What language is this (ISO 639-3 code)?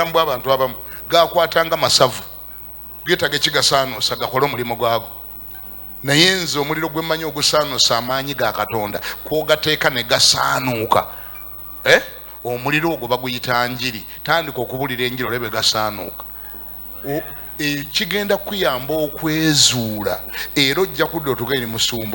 lug